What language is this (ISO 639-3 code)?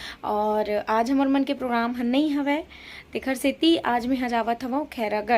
hne